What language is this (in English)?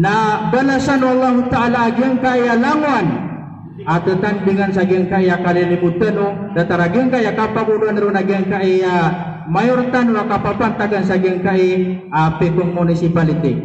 Maranao